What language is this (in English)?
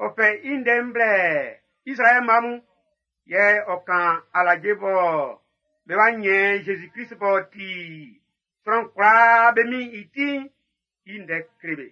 Baoulé